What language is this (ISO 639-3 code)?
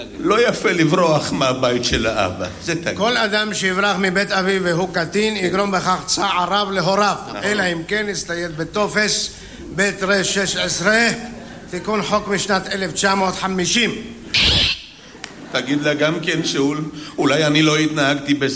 heb